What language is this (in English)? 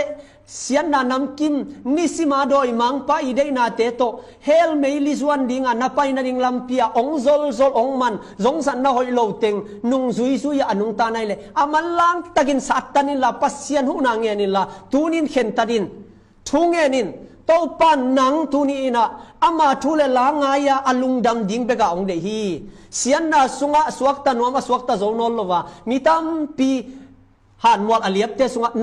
Tedim Chin